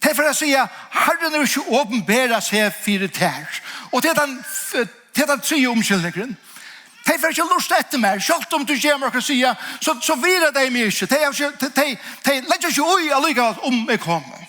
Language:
Faroese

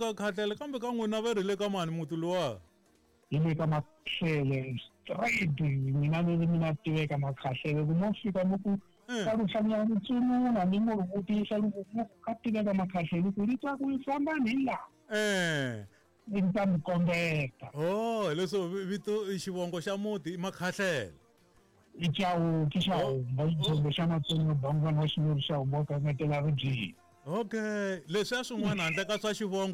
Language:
Tsonga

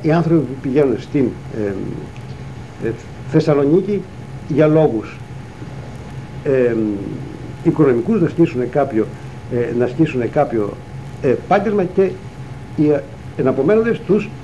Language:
Greek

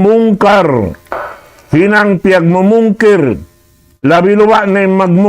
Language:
Tausug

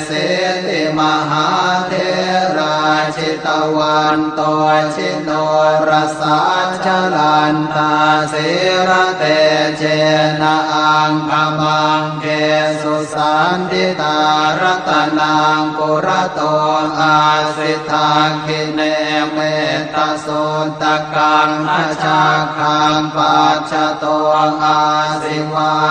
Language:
Pali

